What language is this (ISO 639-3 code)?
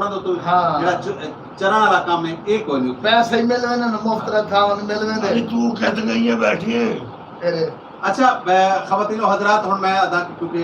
skr